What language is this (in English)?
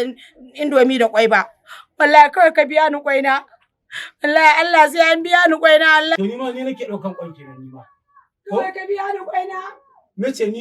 Hausa